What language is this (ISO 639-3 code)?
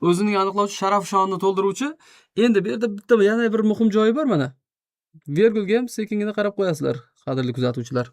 uzb